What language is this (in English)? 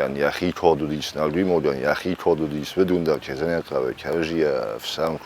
Ossetic